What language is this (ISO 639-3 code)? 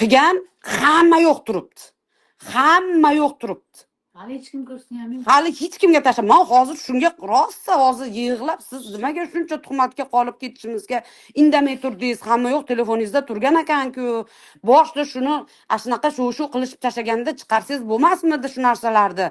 uzb